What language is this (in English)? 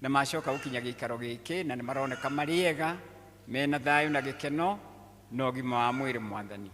Kikuyu